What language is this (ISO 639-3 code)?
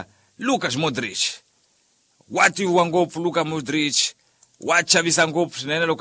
tso